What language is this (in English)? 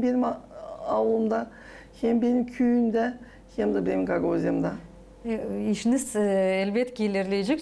Gagauz